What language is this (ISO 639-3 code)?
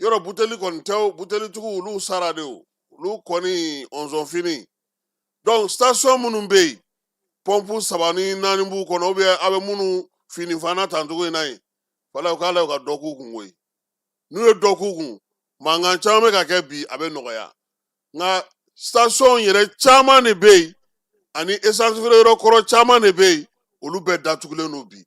bam